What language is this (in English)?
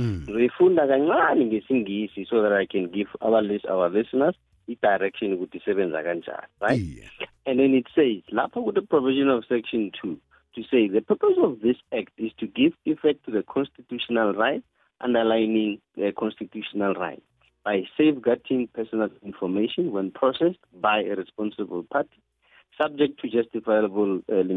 South Ndebele